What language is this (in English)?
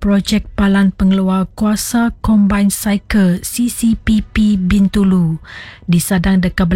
Iban